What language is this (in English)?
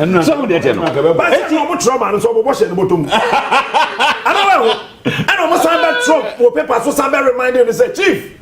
Akan